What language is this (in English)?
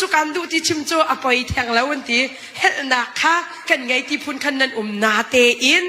Hakha Chin